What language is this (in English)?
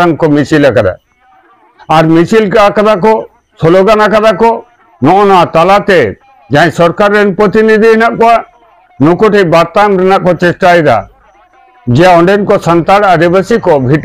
Santali